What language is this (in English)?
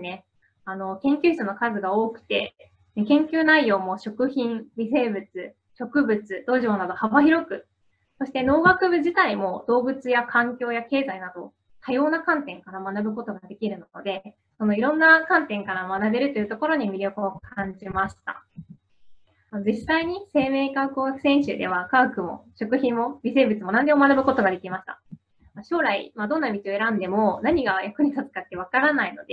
Japanese